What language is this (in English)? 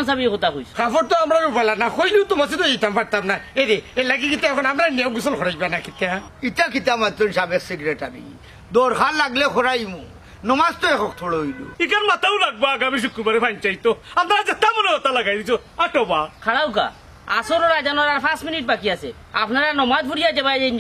Sylheti